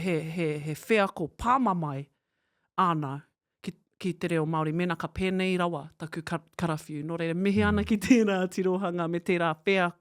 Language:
Māori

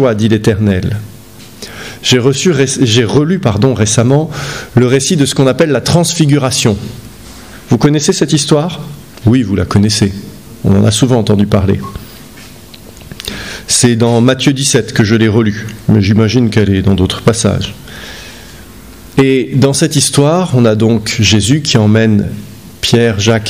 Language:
French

